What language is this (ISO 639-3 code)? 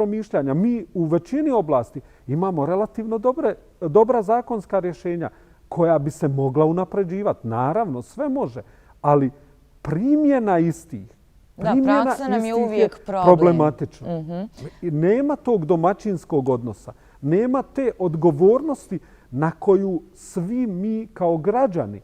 bos